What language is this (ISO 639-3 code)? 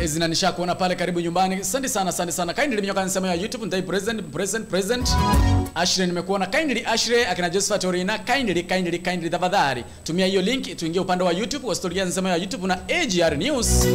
guz